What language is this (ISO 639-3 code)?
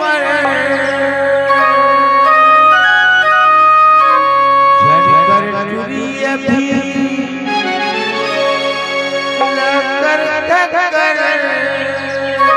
hne